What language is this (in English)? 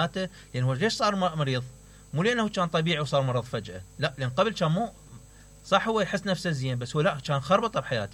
Mesopotamian Arabic